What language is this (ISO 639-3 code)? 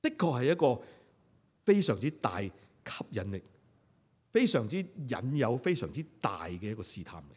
yue